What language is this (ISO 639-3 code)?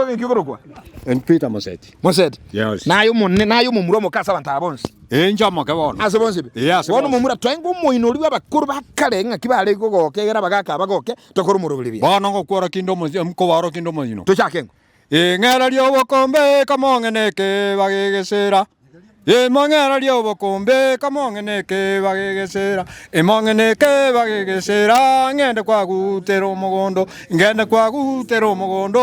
guz